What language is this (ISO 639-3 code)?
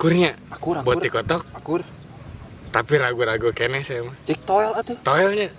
sun